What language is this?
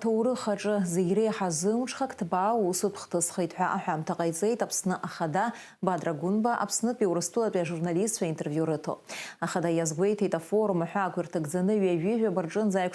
Abkhazian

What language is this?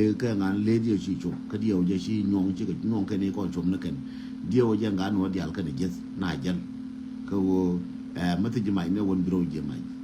Nuer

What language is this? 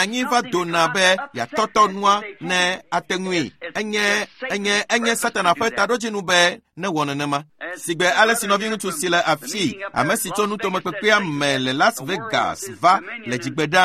Ewe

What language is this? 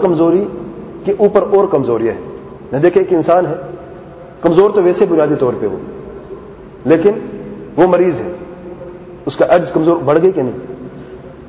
Urdu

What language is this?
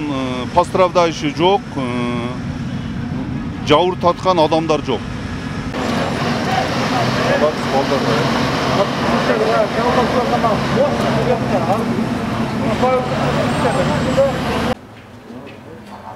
Kyrgyz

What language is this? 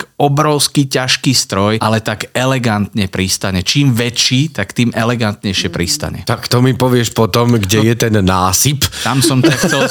Slovak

